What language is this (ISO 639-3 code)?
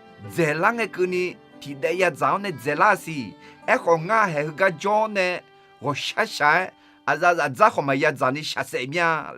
ahk